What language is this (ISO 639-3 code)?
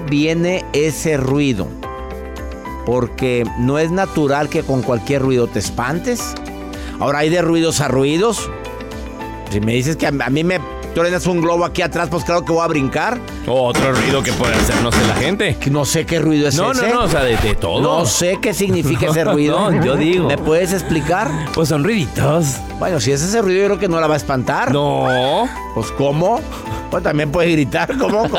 spa